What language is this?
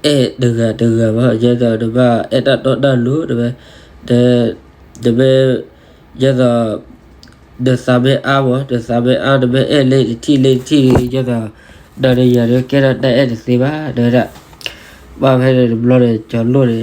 S'gaw Karen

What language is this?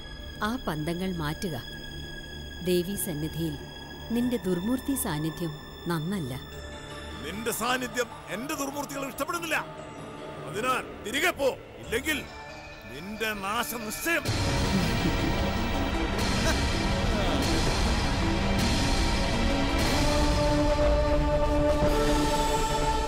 Malayalam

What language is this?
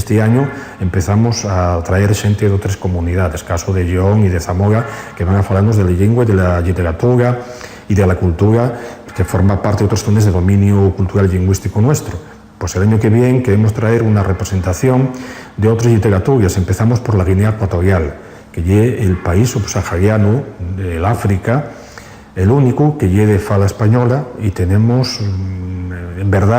Asturian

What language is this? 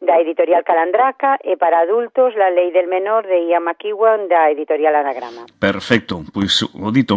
Galician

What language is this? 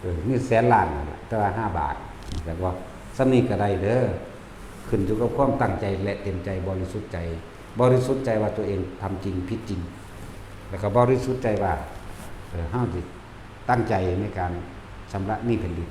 Northeastern Thai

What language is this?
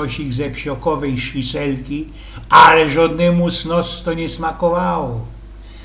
Silesian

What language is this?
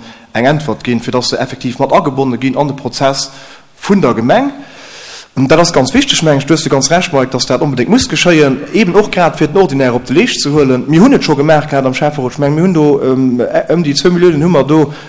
Luxembourgish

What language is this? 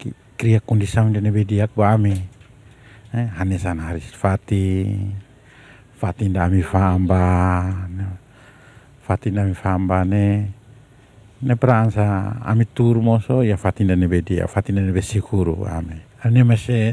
Tetum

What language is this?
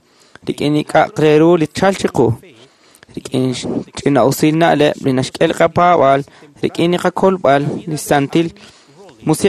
Kekchí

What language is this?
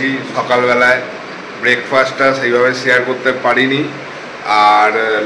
Bangla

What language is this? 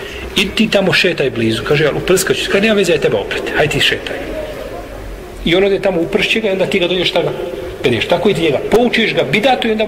Bosnian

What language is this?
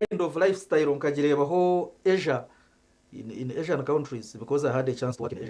Nyankole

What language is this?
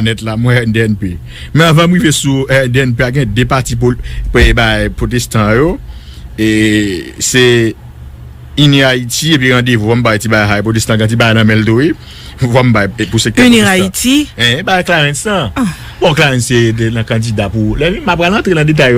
Haitian Creole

